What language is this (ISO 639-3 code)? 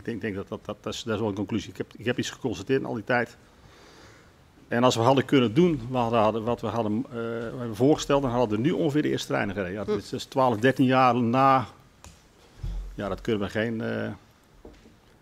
nld